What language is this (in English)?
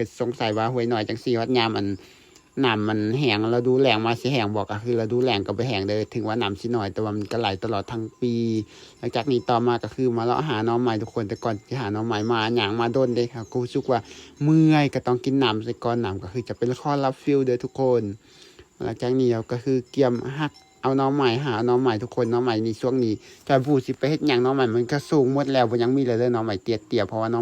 Lao